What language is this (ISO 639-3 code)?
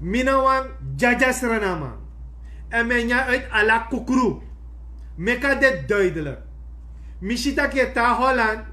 srn